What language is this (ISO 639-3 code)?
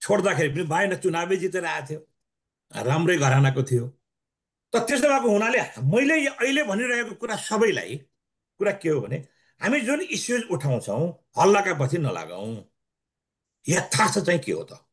nep